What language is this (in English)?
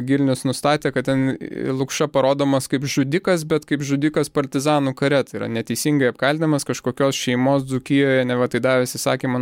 Lithuanian